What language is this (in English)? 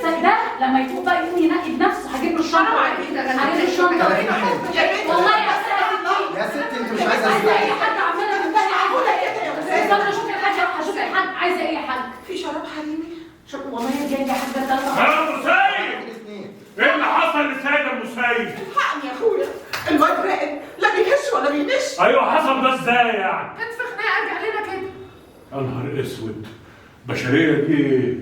Egyptian Arabic